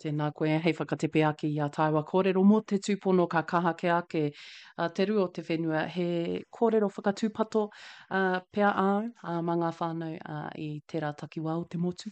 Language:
Māori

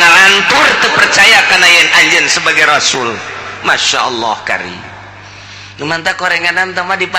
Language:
Sundanese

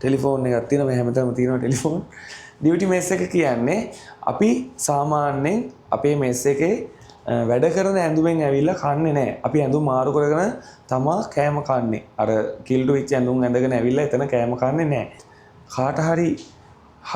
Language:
Sinhala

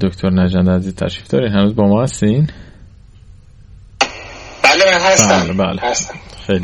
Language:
Persian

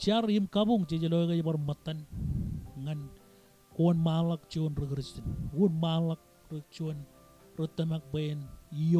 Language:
Marshallese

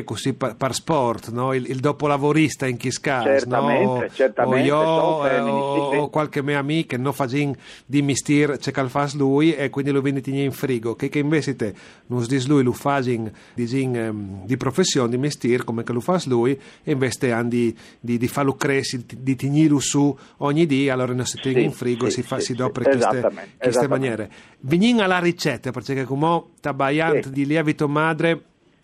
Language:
Friulian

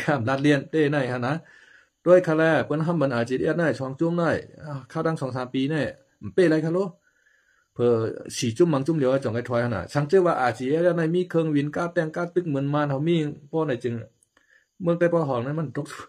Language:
Shan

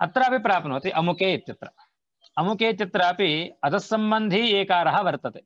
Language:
Sanskrit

